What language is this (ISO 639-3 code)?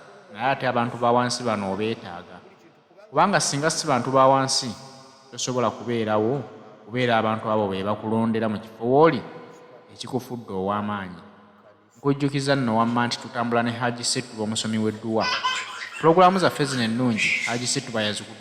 lug